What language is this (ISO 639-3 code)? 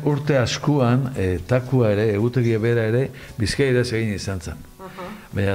eus